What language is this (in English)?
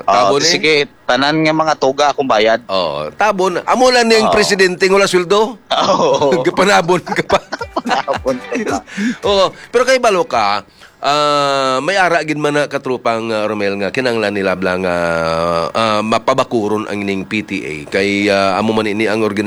Hiligaynon